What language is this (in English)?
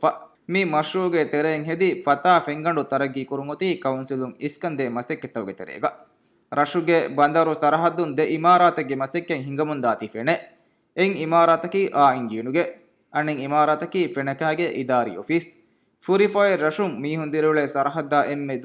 Divehi